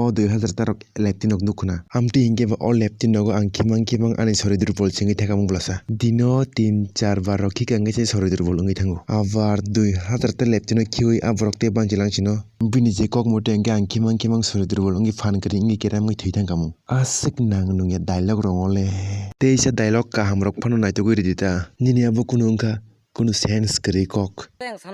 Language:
Kok Borok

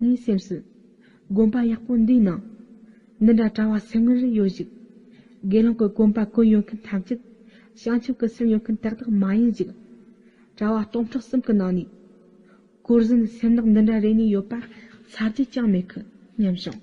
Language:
Tibetan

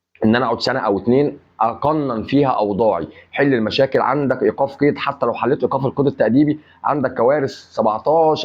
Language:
Egyptian Arabic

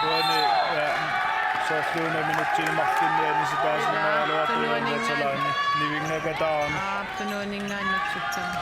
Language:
Kalaallisut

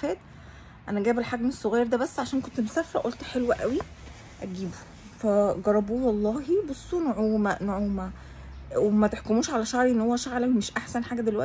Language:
Egyptian Arabic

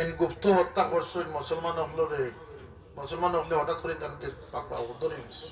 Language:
Sylheti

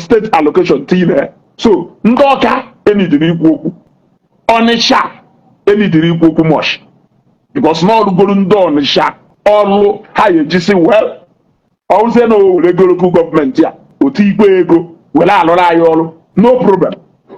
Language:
Igbo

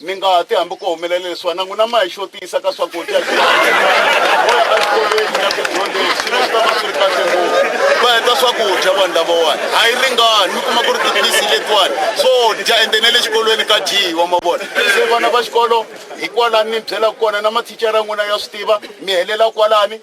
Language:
Tsonga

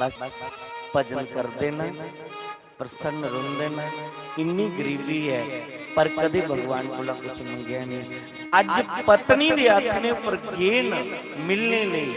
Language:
Dogri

